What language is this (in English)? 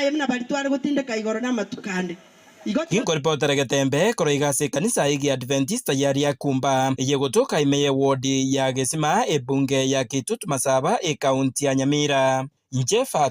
Gusii